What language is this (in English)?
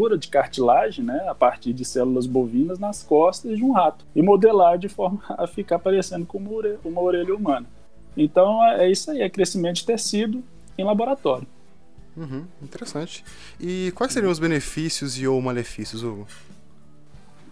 Portuguese